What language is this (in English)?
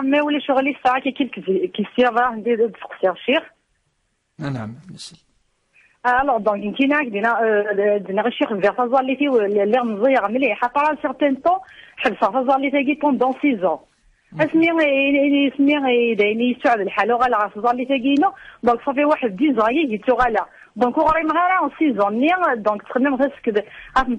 Kabyle